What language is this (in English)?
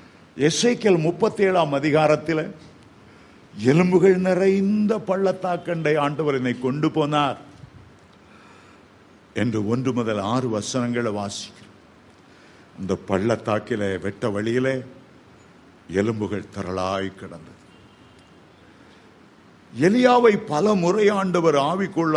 Tamil